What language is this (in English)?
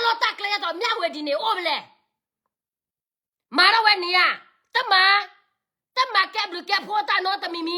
S'gaw Karen